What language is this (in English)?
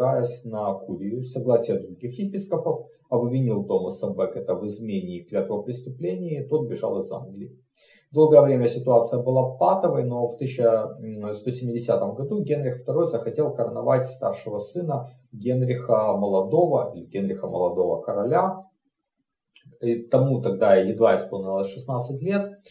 Russian